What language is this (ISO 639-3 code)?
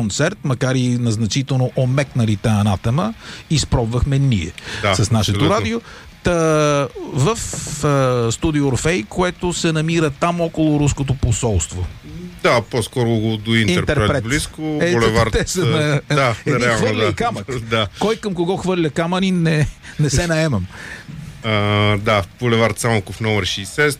bul